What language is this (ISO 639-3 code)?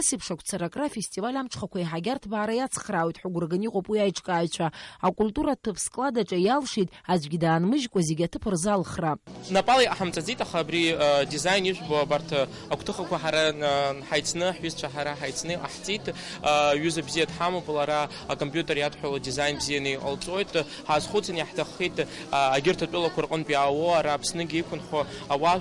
abk